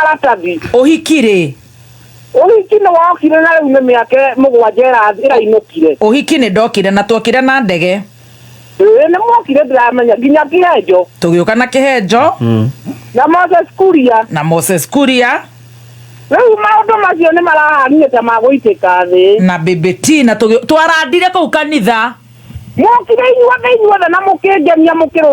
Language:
Kikuyu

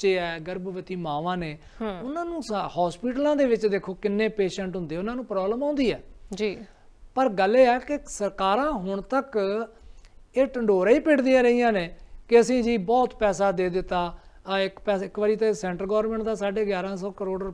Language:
Punjabi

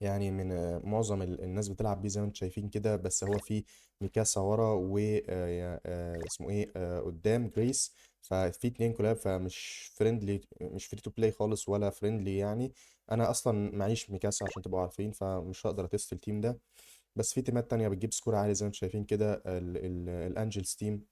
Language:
Egyptian Arabic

